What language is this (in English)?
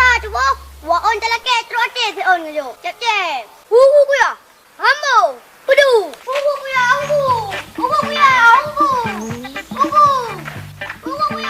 Achinese